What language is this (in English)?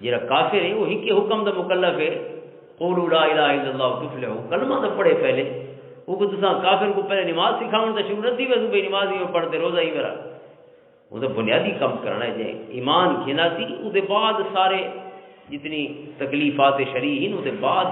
Western Panjabi